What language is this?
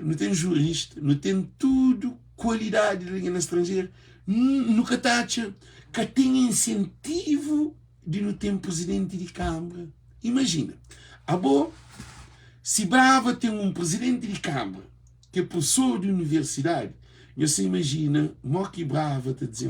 Kabuverdianu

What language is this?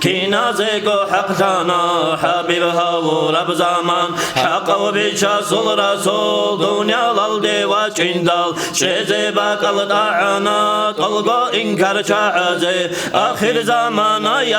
Avaric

